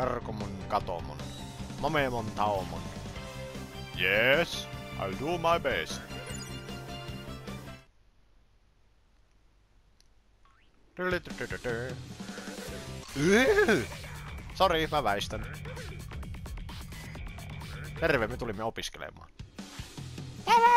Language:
Finnish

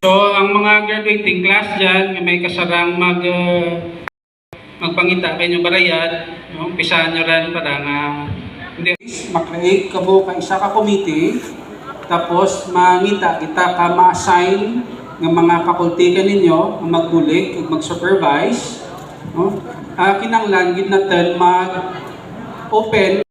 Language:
Hiligaynon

